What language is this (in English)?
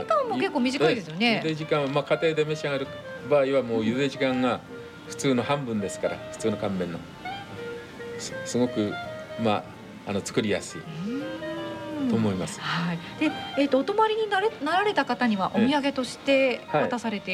Japanese